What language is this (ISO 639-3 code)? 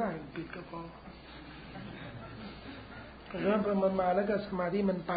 tha